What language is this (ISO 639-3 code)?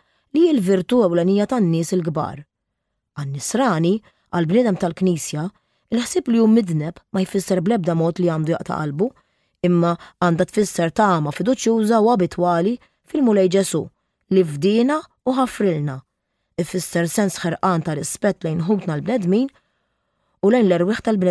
mlt